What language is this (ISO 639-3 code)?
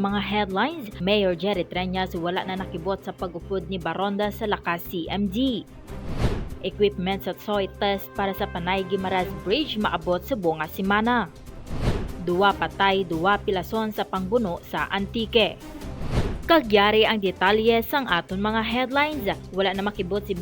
hil